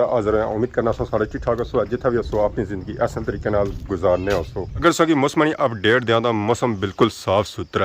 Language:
Pahari-Potwari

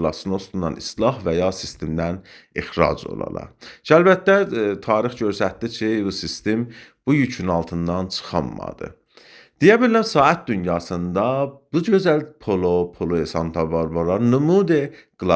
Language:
Azerbaijani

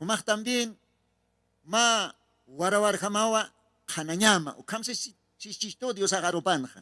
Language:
Aymara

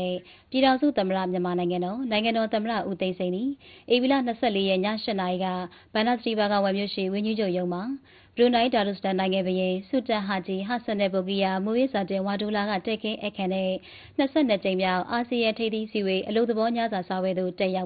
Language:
Burmese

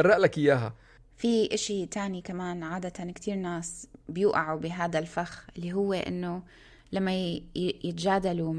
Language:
North Levantine Arabic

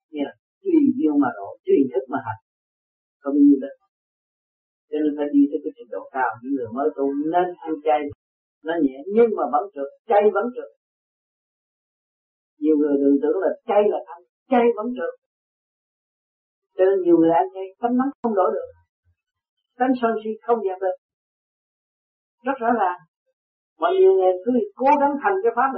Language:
Vietnamese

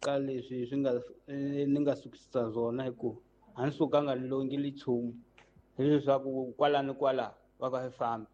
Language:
Tsonga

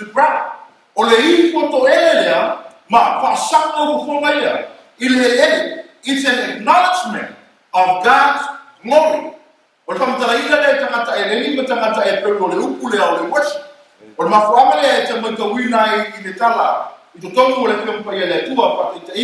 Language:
Samoan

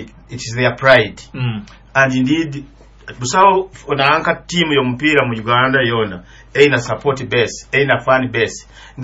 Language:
Nyoro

